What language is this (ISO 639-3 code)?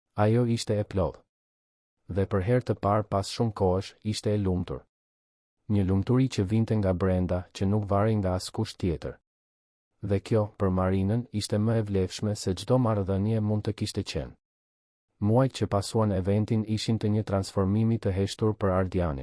sqi